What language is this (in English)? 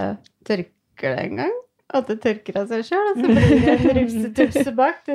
Norwegian